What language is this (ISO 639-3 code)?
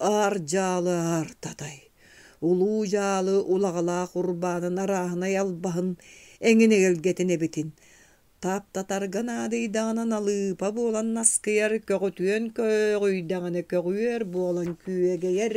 sah